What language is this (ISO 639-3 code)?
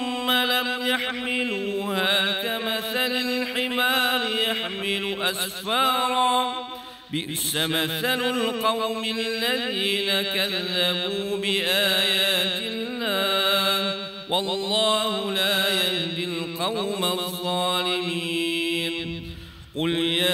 ara